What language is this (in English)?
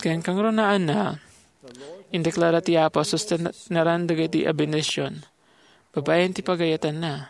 Iloko